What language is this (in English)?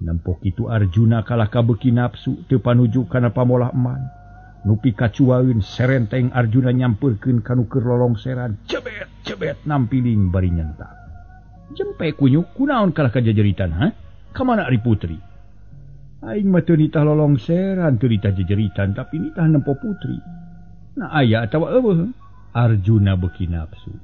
Sundanese